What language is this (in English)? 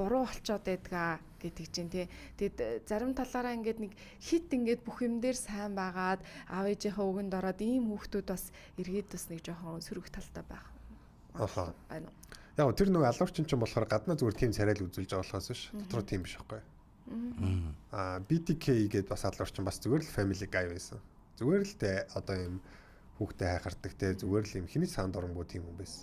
Mongolian